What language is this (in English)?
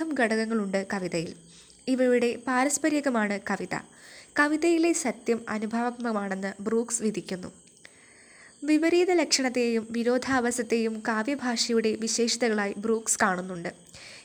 Malayalam